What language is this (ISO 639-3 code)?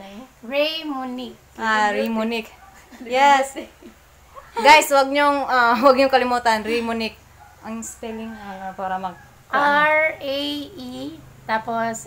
fil